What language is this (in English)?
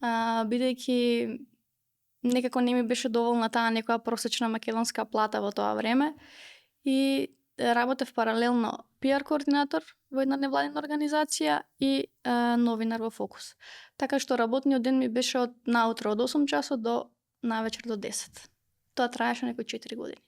Macedonian